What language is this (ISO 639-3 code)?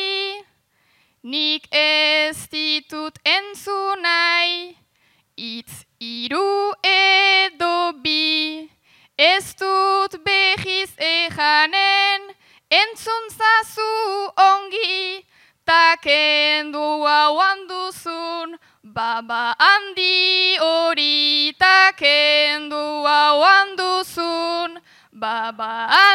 eus